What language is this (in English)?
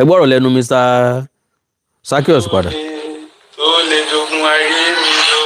Yoruba